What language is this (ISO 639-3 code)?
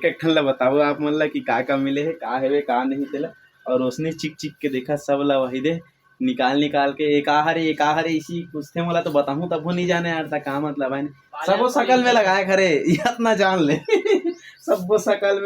hne